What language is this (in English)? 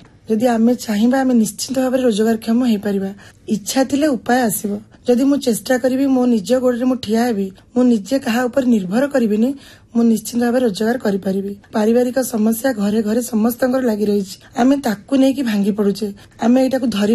Odia